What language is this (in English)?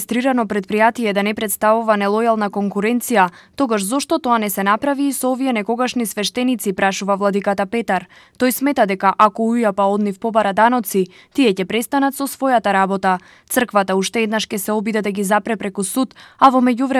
Macedonian